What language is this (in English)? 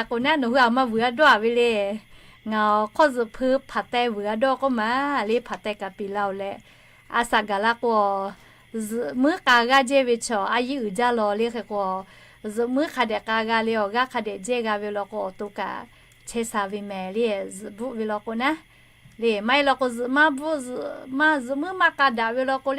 Lahu